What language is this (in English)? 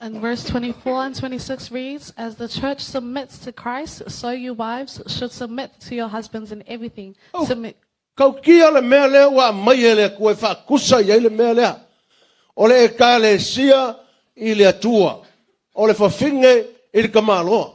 Samoan